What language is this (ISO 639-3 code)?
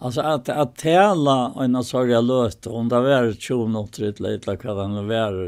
fao